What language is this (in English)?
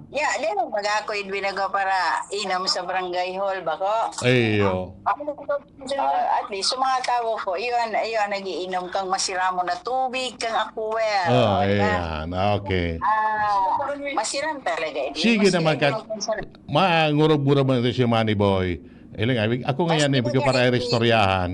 Bikol